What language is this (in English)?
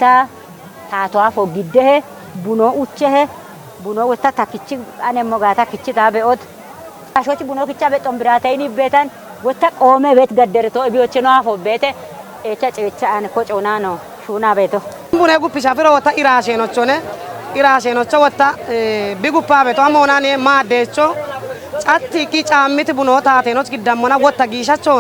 Kafa